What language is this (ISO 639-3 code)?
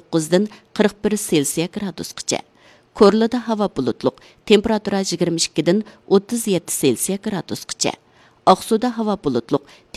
uig